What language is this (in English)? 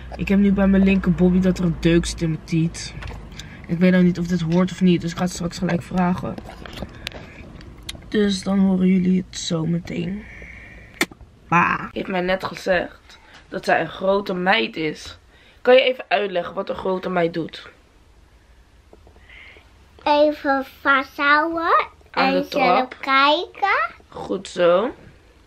Dutch